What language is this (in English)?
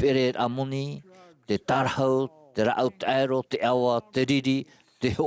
Tahitian